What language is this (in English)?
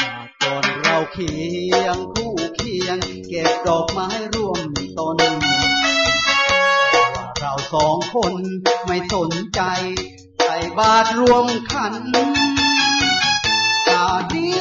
Thai